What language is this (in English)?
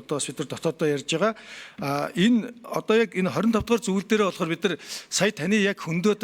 Mongolian